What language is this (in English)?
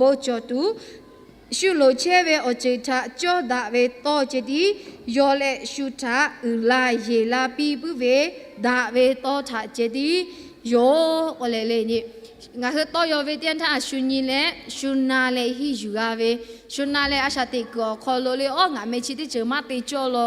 Lahu